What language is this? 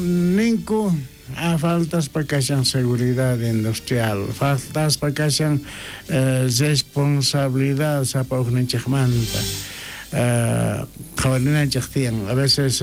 South Bolivian Quechua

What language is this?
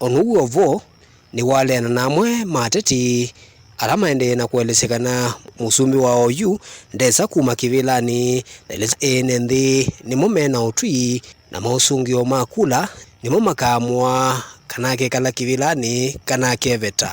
Kamba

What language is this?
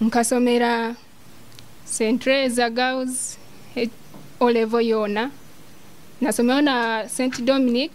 Nyoro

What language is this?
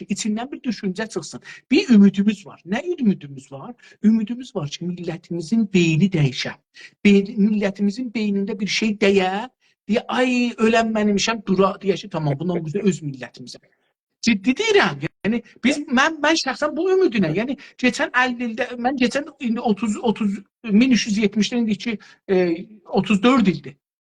South Azerbaijani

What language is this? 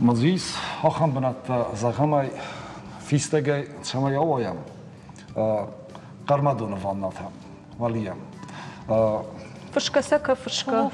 Ossetic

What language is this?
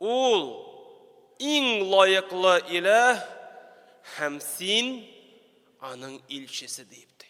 Tatar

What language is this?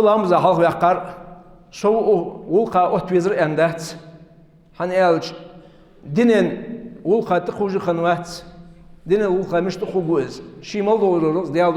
Ingush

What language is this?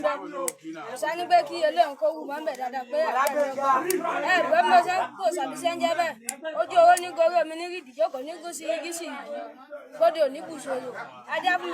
Yoruba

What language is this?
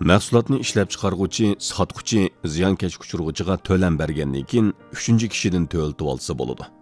Uyghur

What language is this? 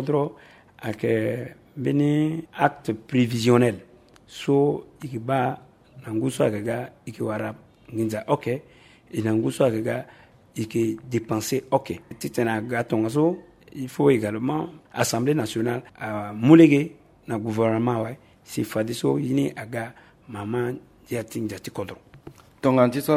Sango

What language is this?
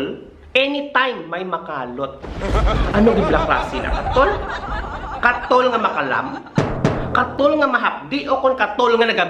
Hiligaynon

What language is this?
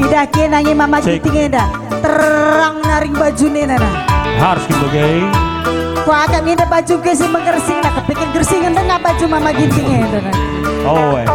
Batak Karo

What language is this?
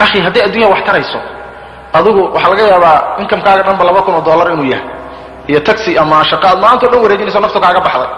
Somali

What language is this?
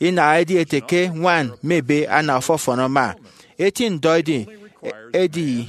Efik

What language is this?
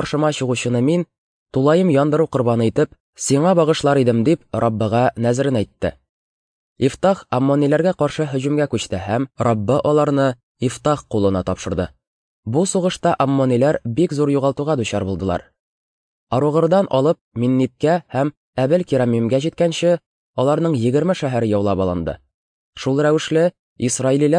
Tatar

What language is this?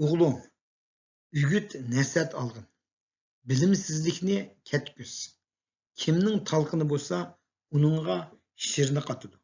Uyghur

